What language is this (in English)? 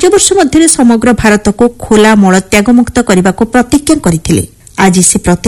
Odia